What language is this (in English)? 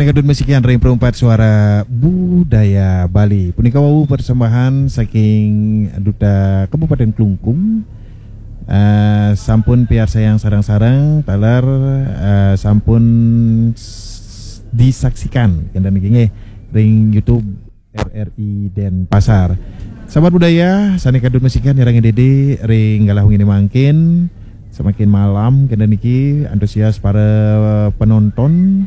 Balinese